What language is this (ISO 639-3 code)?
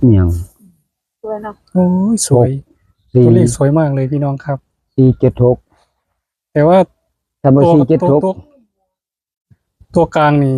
tts